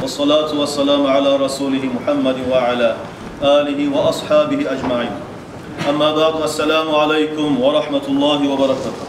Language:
Kumyk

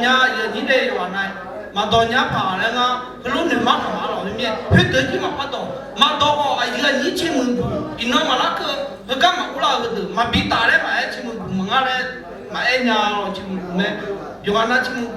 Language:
Akha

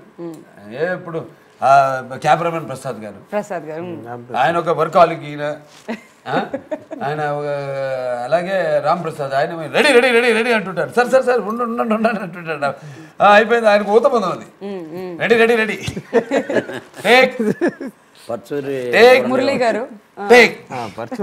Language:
Telugu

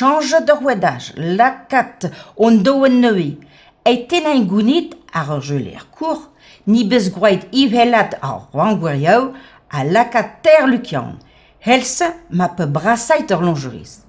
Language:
Breton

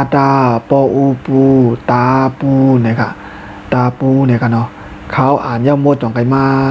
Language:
Shan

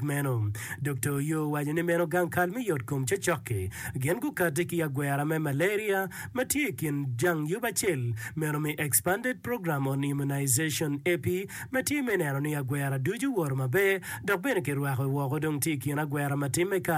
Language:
Acoli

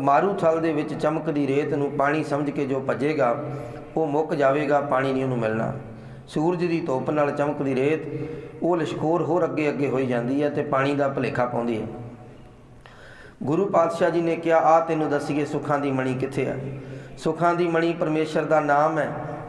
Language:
Punjabi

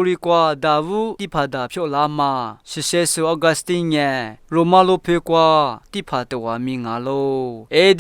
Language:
Lisu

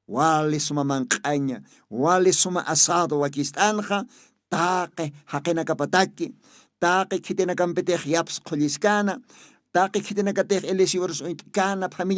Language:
Aymara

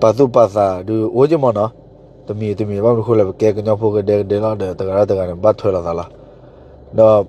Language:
S'gaw Karen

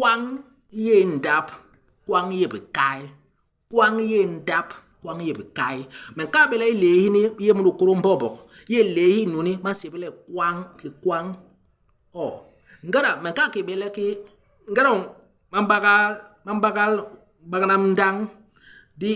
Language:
Basaa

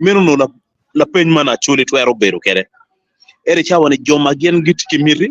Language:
Acoli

